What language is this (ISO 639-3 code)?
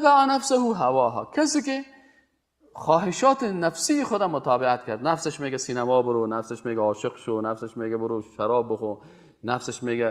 fas